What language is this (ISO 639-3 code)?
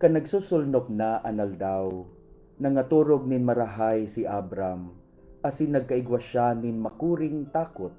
bik